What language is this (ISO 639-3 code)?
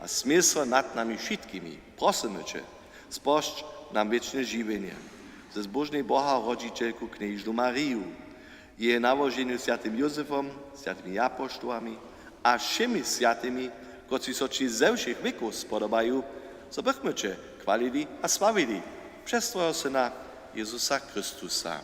hsb